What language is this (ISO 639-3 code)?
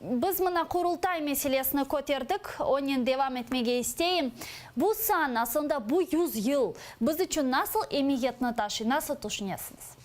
crh